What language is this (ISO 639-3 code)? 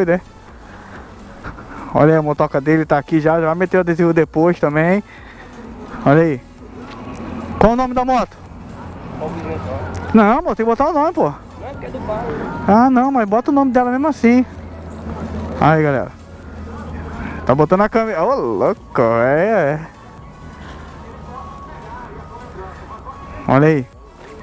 por